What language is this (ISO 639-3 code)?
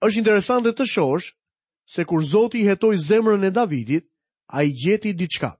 sqi